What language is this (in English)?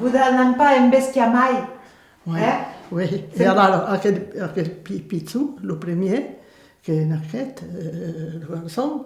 Occitan